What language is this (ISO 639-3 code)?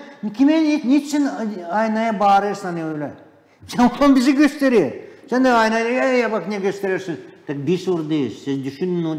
gag